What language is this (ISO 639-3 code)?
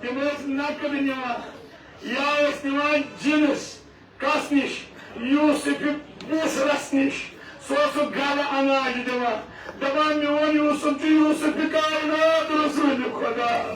kas